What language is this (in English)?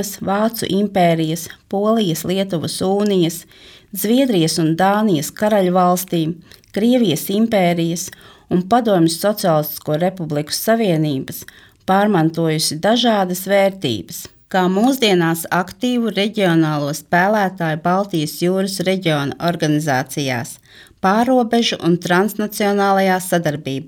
Latvian